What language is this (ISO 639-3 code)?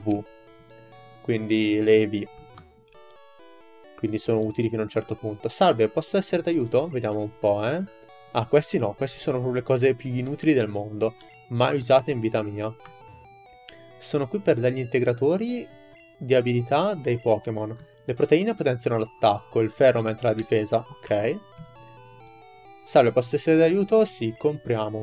ita